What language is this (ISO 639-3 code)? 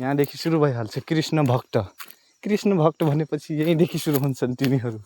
nep